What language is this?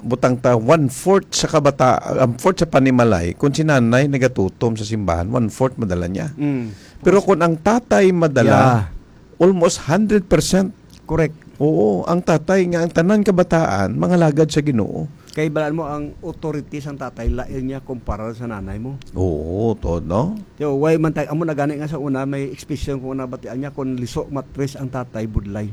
Hiligaynon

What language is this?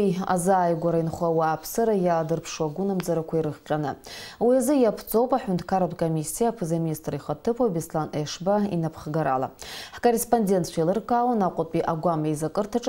Abkhazian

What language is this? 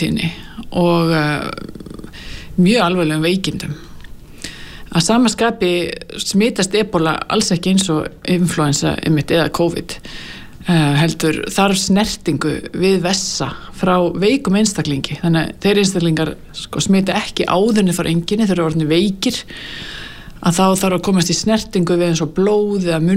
Icelandic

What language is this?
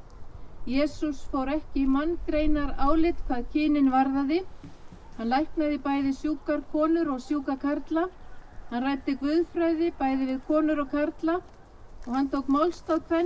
Icelandic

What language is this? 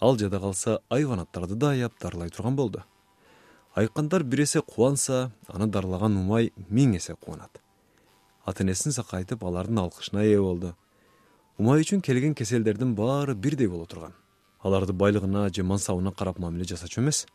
Kyrgyz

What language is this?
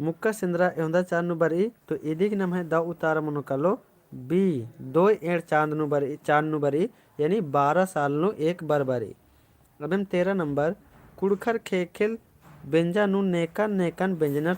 Kurukh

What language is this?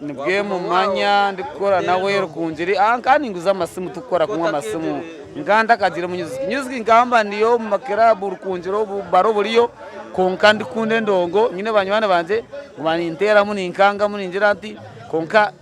Nyankole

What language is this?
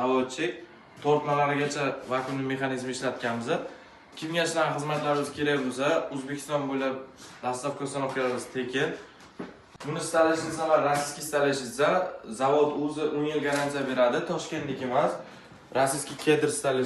Uzbek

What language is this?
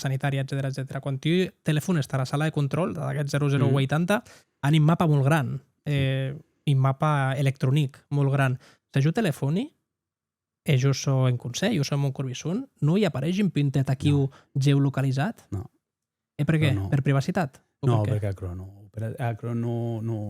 Occitan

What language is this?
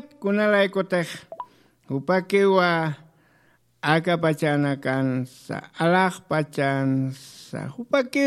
Aymara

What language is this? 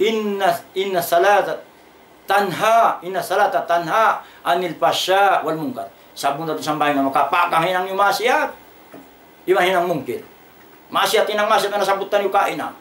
Tausug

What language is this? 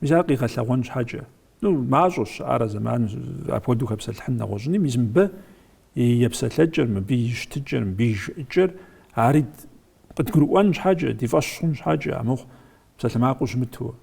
Kabardian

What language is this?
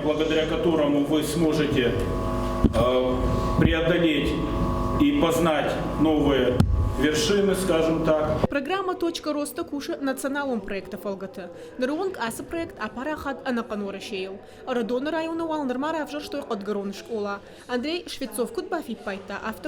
Ossetic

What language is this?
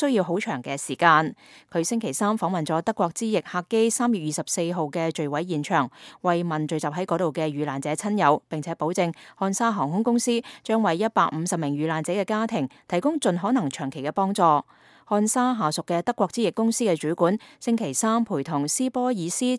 Cantonese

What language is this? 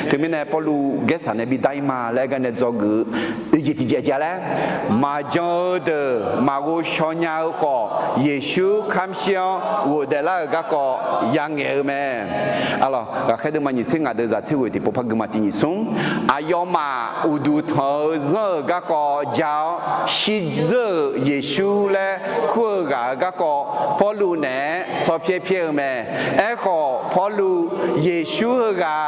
Akha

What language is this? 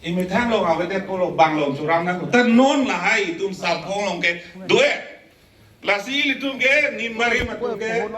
Karbi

